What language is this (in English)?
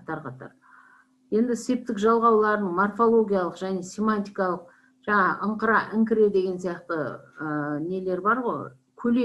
Kazakh